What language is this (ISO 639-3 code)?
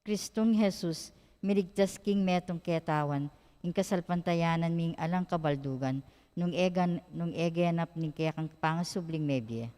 pam